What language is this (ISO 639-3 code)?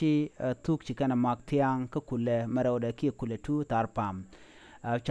nus